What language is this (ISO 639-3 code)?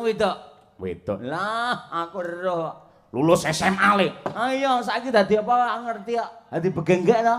jav